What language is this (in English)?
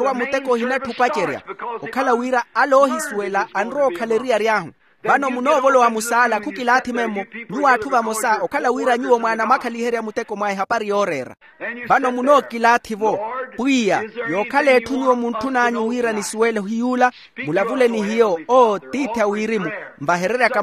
Makhuwa